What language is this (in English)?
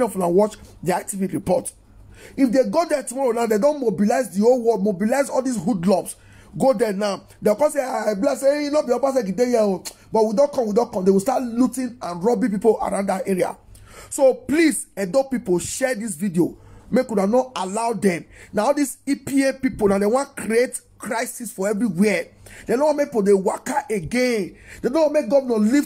Nigerian Pidgin